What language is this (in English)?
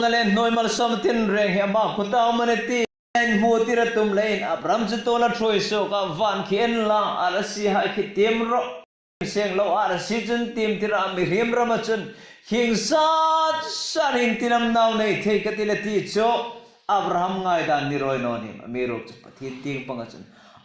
Hmar